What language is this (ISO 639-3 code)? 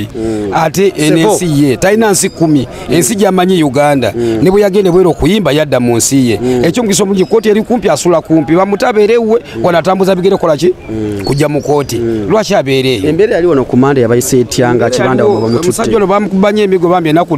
lug